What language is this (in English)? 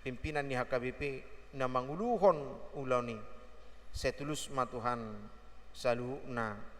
Batak Toba